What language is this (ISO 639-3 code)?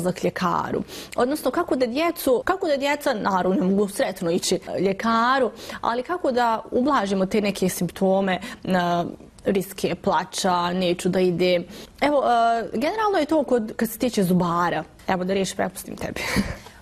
bos